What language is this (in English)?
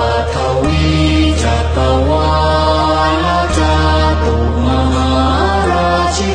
Pali